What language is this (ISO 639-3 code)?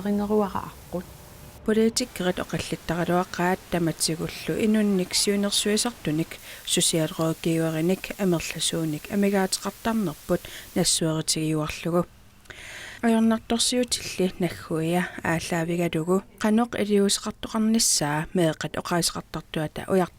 kal